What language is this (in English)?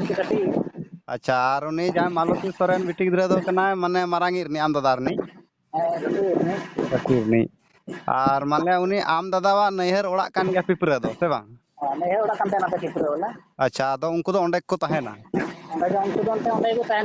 Santali